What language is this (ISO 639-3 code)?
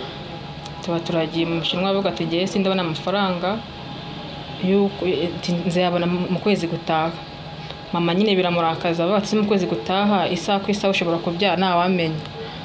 kin